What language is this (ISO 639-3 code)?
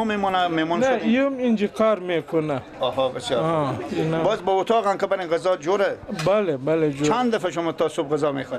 fas